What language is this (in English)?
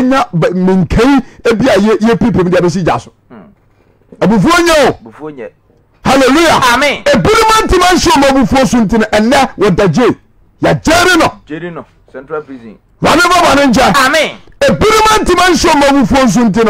Akan